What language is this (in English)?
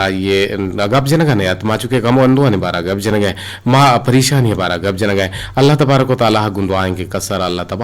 Eastern Balochi